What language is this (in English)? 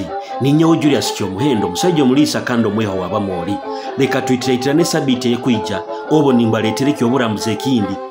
Nyoro